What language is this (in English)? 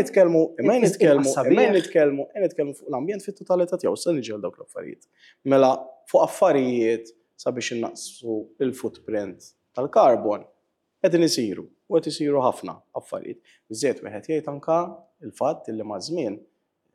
Maltese